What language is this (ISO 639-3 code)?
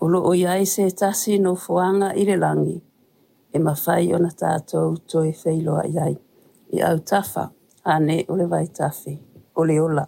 smo